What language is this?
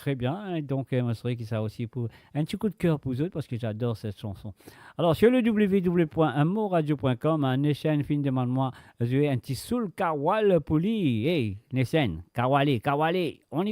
Morisyen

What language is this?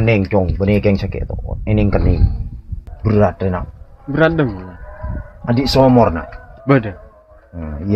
Madurese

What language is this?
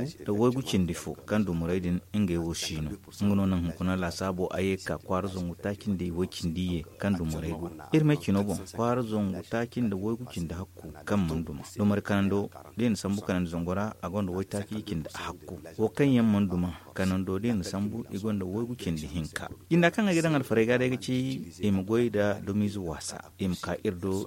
Zarma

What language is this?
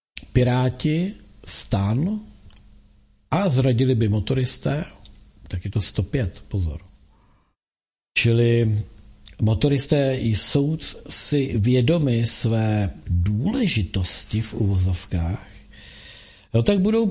Czech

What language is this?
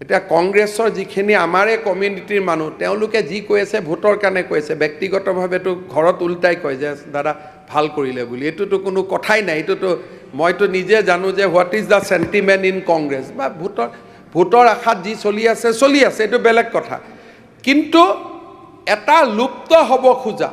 Assamese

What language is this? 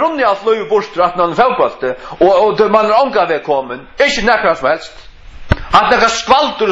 Faroese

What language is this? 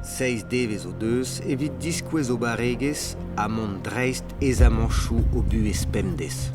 Breton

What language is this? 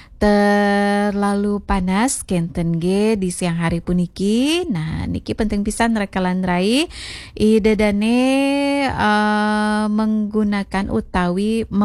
Balinese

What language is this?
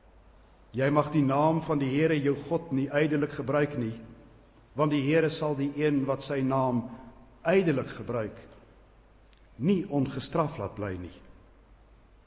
Afrikaans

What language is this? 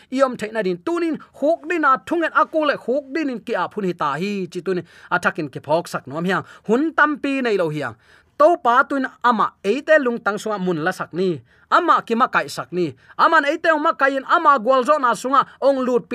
Tedim Chin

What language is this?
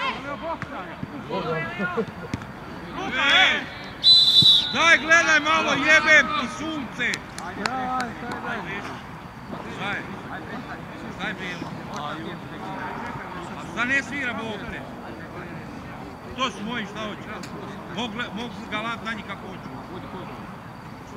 Croatian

